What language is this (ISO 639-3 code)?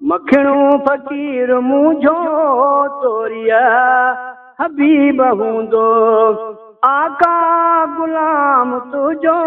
skr